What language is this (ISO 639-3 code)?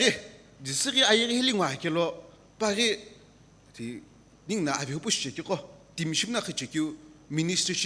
nsm